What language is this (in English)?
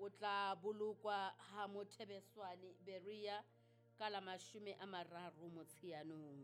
Southern Sotho